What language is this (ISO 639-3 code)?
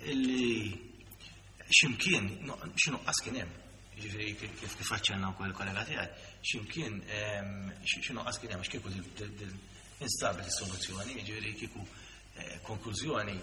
mlt